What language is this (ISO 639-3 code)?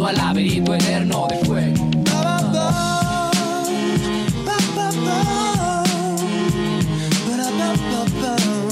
spa